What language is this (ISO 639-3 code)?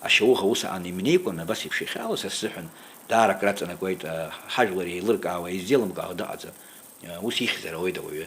abk